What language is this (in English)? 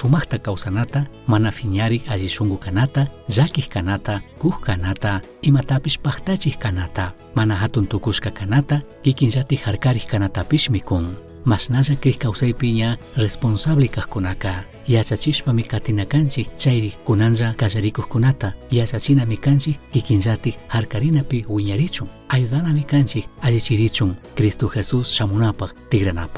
Chimborazo Highland Quichua